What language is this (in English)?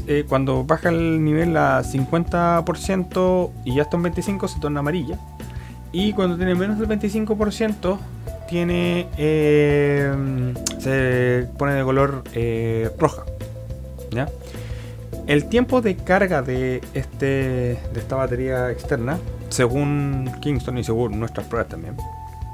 Spanish